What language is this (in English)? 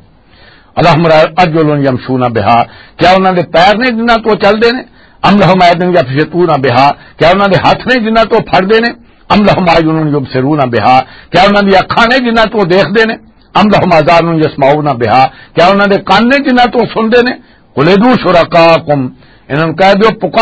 Western Panjabi